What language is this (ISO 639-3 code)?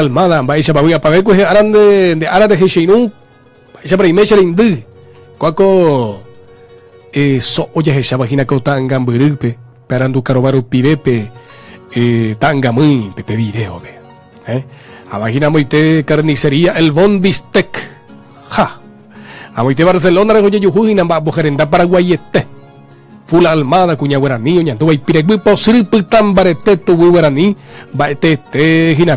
grn